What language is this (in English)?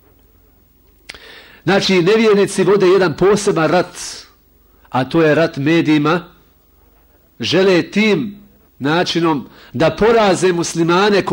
Bosnian